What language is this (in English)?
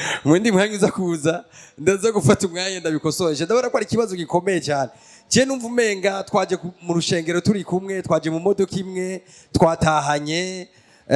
Rundi